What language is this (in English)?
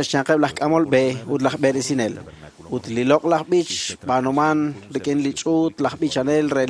Kekchí